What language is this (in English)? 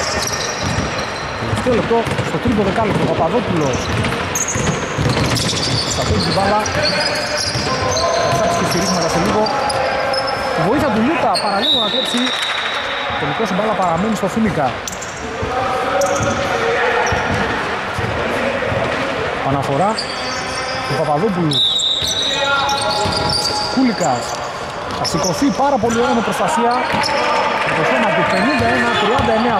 Greek